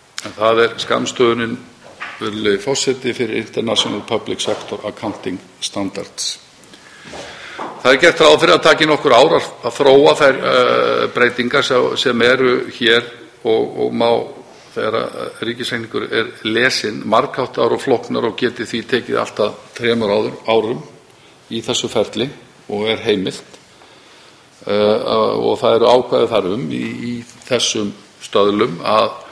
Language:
Icelandic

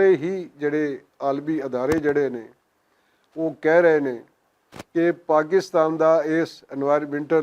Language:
Western Panjabi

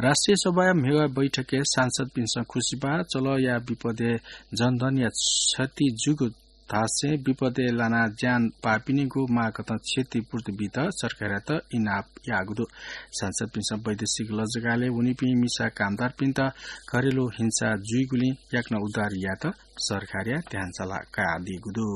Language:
Newari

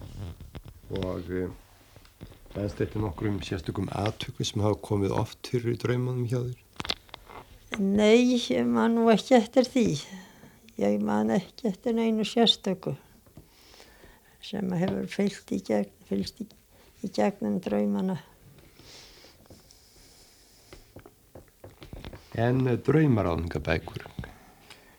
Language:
Icelandic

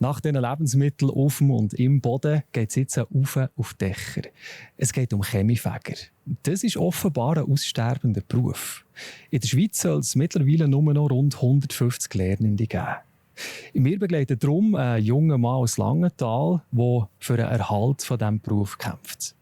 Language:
Swiss German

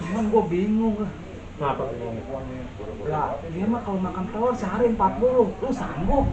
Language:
Betawi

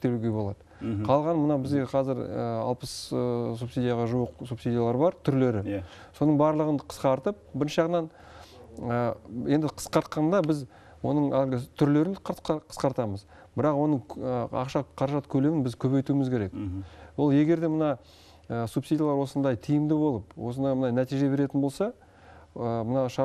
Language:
Kazakh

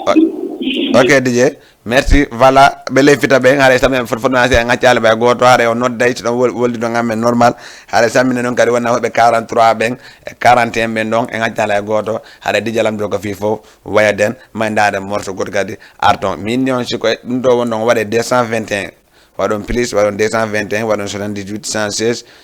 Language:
Fula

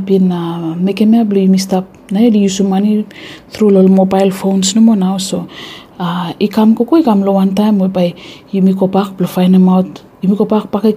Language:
Bislama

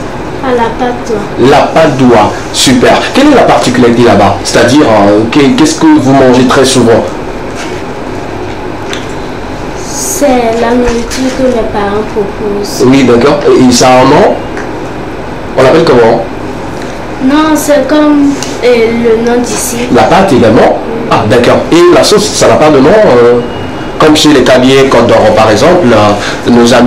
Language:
French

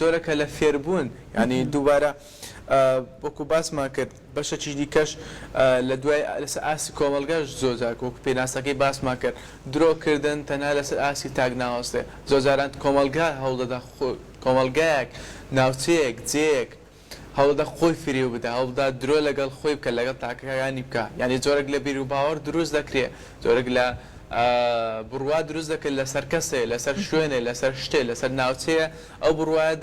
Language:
Central Kurdish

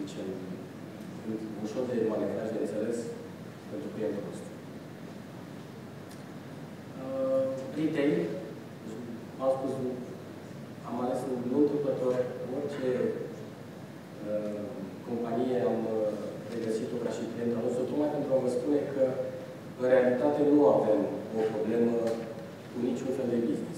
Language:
Romanian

